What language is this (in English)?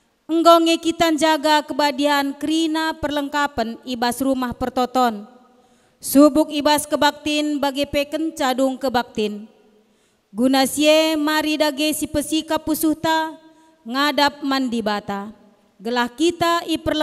Batak Karo